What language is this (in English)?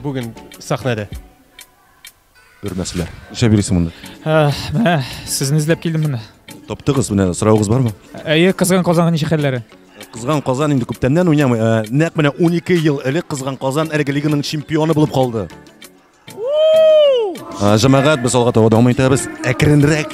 Tatar